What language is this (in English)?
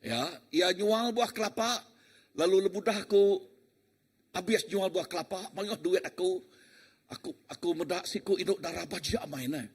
Iban